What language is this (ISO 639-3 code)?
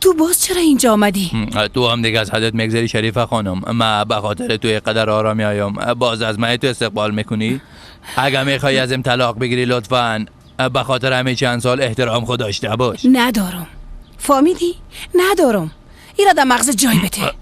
fas